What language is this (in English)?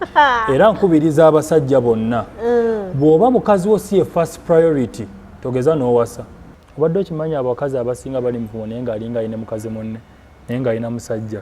Ganda